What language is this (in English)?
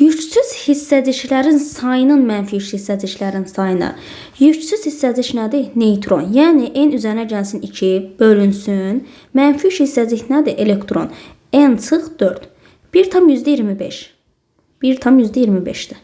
Azerbaijani